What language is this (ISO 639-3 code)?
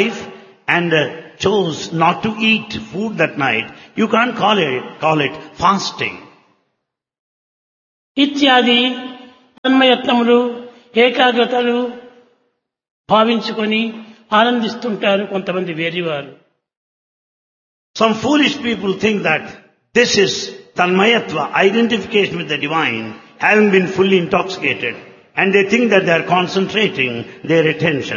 tel